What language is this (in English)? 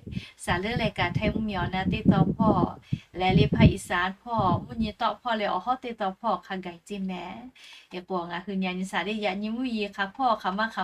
Lahu